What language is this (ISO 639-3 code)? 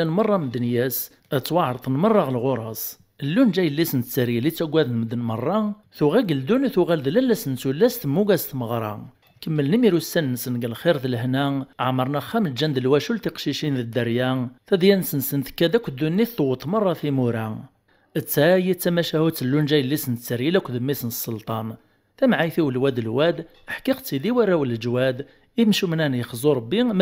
kab